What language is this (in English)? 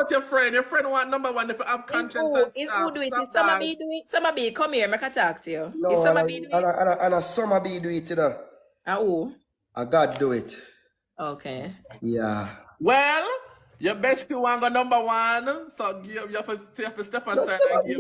Jamaican Creole English